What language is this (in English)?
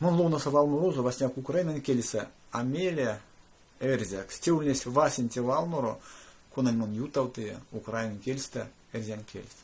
Erzya